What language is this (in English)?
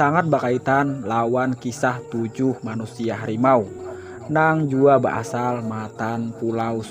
Banjar